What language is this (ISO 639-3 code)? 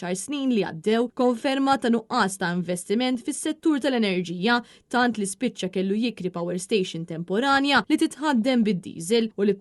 mlt